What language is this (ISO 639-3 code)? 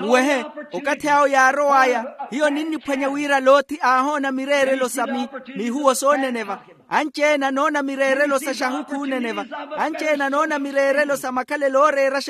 vmw